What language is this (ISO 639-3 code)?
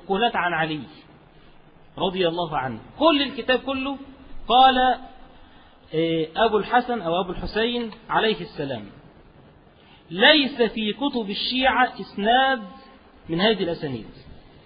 ara